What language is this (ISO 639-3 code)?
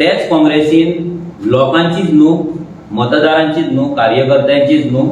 kok